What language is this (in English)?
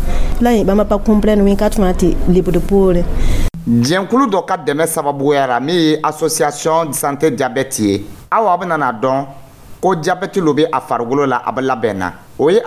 Dyula